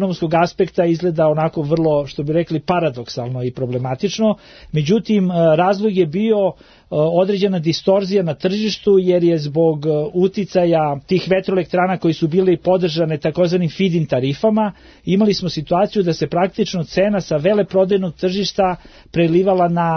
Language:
Serbian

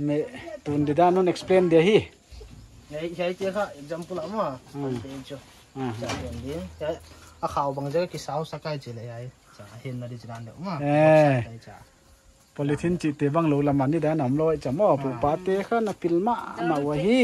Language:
Paite Chin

